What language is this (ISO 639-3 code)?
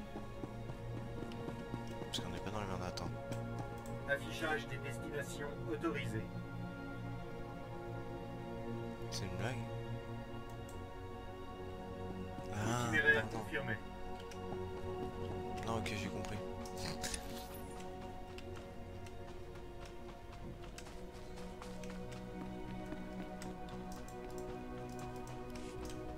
fra